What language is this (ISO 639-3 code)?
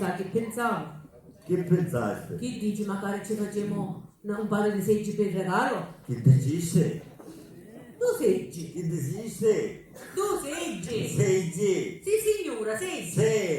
scn